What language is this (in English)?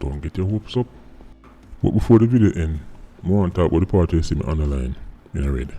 Jamaican Creole English